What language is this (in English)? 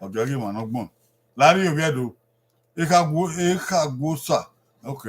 Bini